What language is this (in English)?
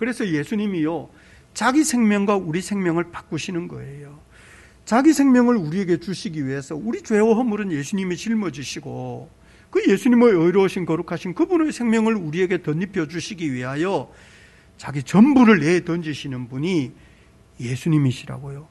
Korean